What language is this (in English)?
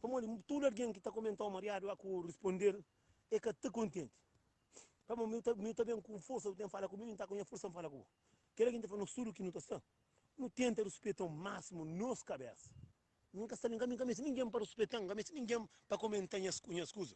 Kabuverdianu